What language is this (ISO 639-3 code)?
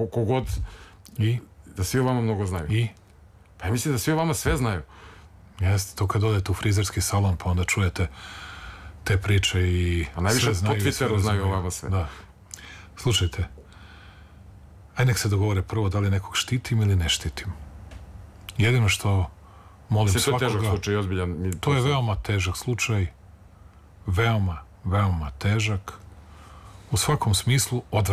srp